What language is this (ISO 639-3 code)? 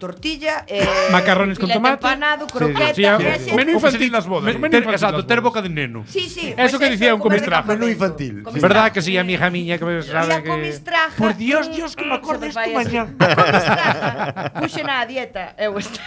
glg